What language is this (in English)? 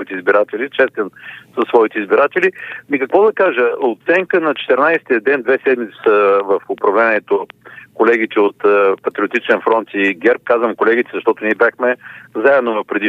Bulgarian